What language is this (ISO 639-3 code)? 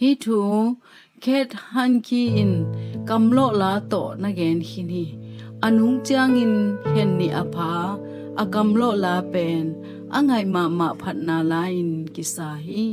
ctd